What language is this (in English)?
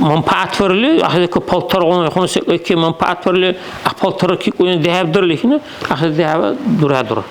Dargwa